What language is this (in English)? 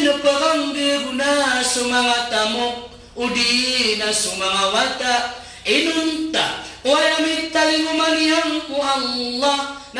Maranao